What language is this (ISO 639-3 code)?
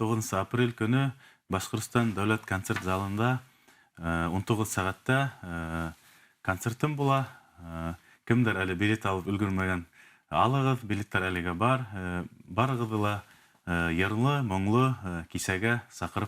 bak